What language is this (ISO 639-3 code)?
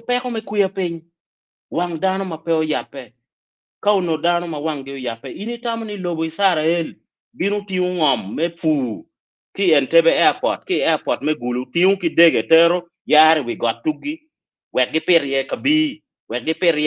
ach